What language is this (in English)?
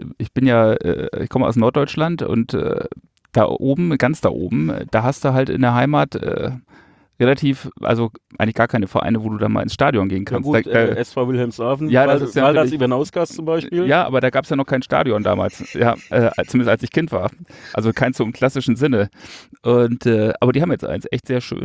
German